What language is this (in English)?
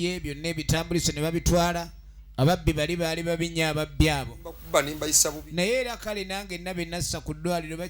Ganda